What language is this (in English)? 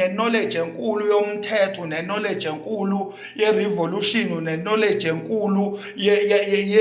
Zulu